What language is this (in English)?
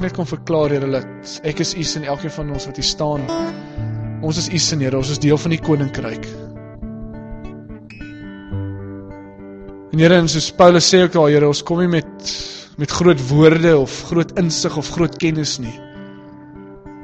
Afrikaans